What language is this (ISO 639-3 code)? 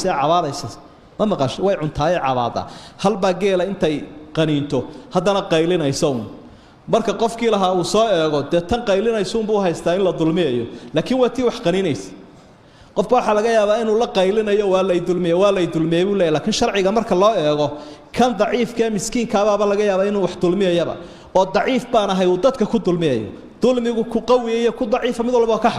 som